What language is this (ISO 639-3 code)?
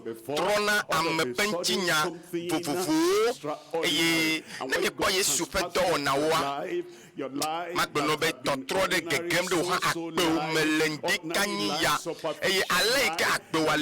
ewe